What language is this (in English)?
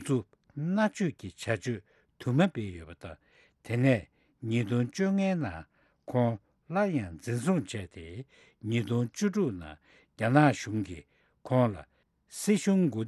Tibetan